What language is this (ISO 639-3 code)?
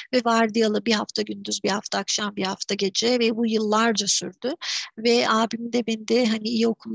tur